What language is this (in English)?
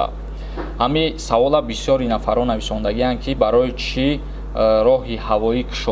Tajik